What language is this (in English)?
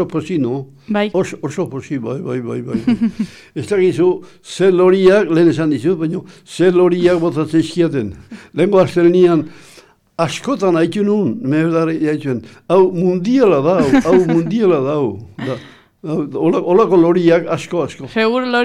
Basque